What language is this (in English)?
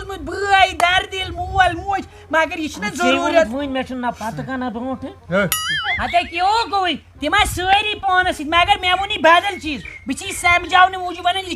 Kashmiri